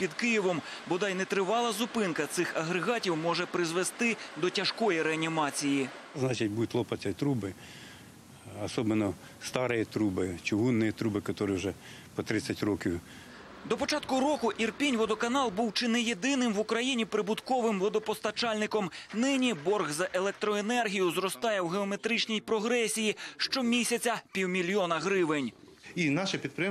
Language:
Ukrainian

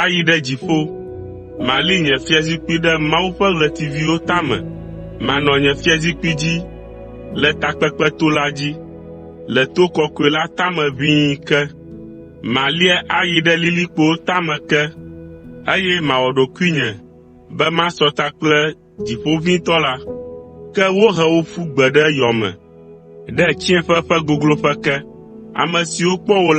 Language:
Ewe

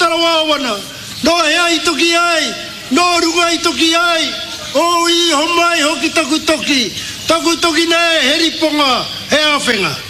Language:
Māori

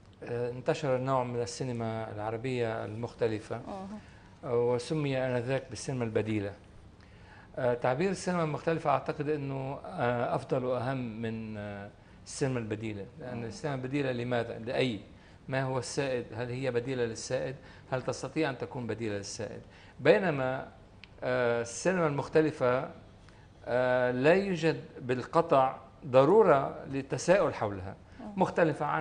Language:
Arabic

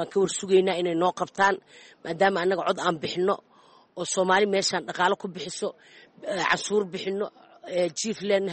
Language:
Somali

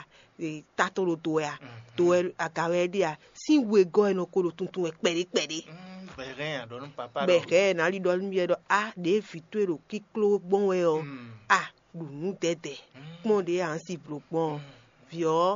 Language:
Fon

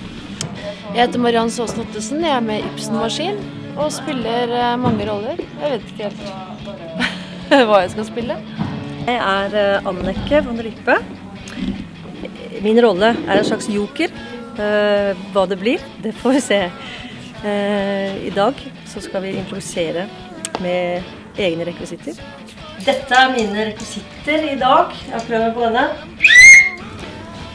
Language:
Norwegian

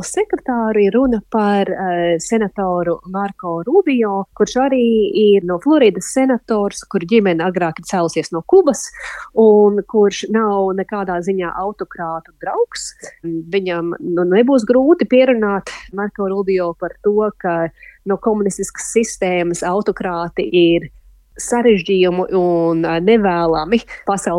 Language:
Latvian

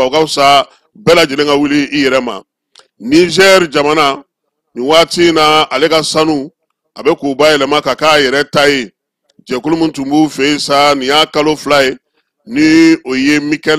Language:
Bambara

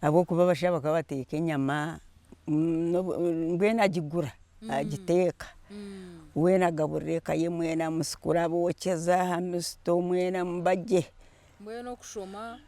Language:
Nyankole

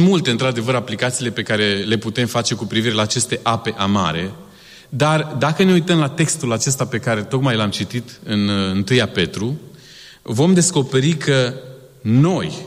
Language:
Romanian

